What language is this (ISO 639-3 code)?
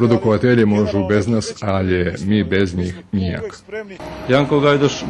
rue